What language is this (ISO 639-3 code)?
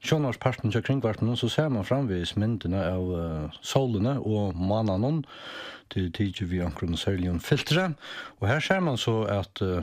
fao